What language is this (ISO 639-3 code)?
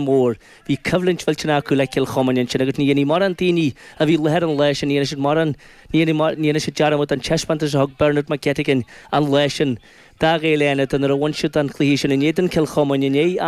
gle